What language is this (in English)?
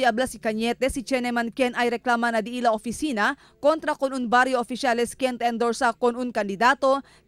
Chavacano